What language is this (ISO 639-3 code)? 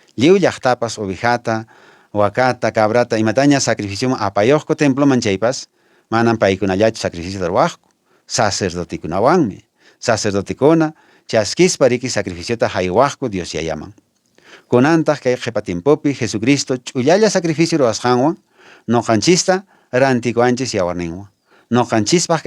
que